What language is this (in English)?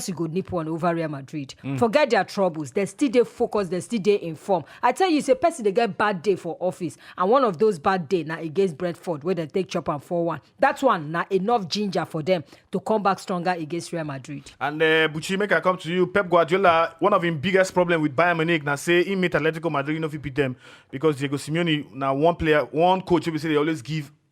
Nigerian Pidgin